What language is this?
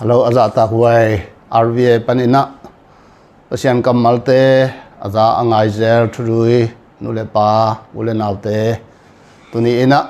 Tedim Chin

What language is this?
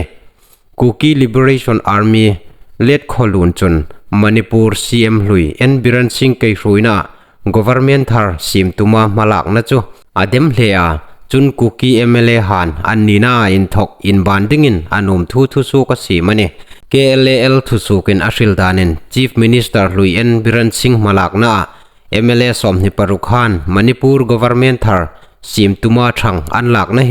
Hmar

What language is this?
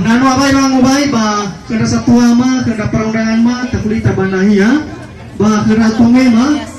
Nias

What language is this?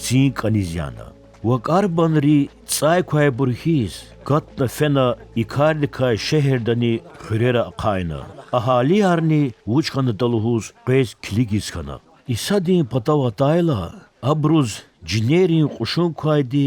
Lezghian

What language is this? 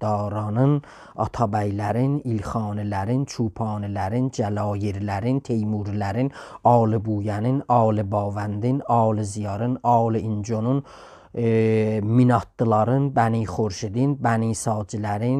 South Azerbaijani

